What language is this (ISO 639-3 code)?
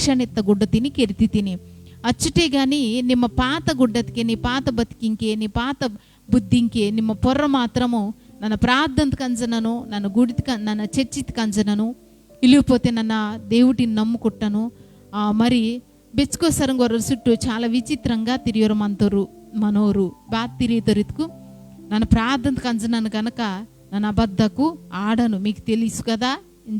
kff